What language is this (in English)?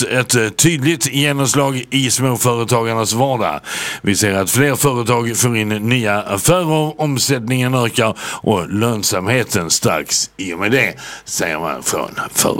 Swedish